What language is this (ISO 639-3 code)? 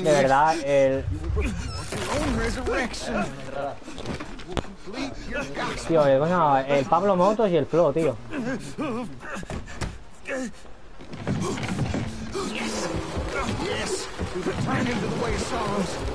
spa